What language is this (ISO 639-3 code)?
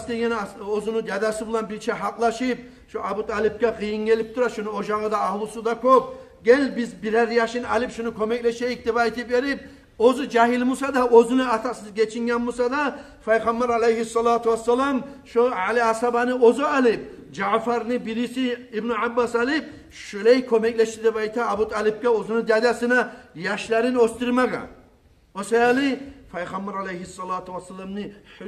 kum